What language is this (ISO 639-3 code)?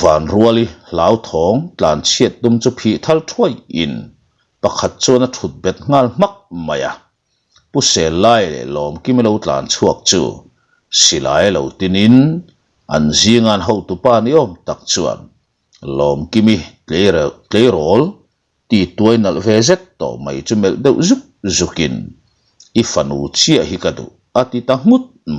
lus